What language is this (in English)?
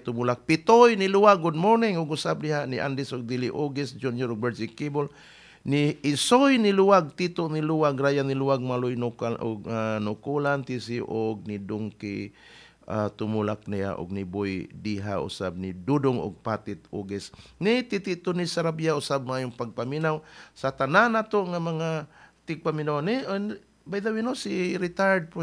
Cebuano